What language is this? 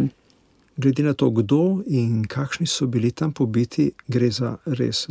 Slovenian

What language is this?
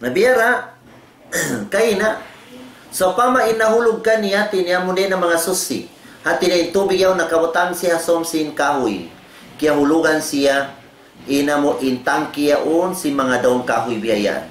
Tausug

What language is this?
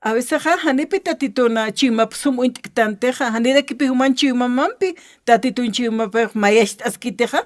Aymara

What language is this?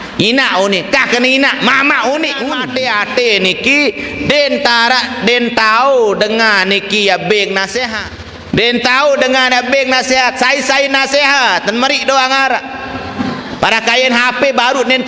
Sasak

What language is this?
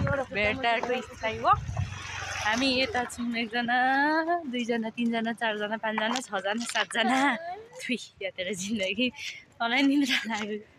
Nepali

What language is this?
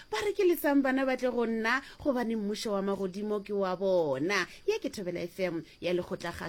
Northern Sotho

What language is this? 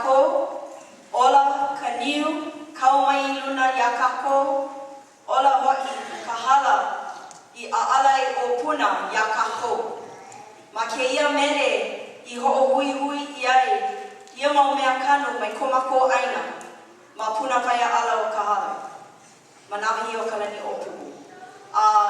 Hawaiian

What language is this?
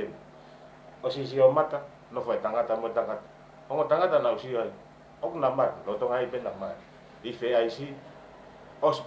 Tongan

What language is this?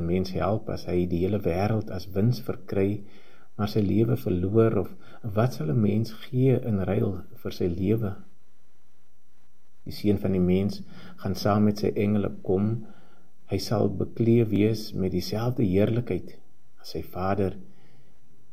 Afrikaans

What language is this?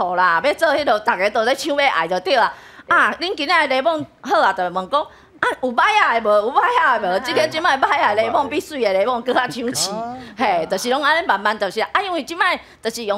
Min Nan Chinese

